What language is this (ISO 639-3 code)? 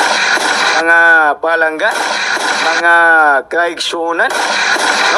ceb